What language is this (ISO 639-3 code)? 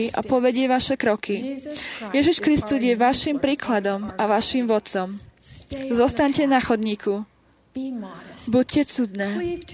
slk